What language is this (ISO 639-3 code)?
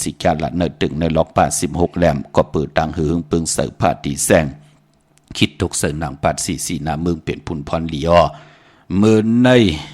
shn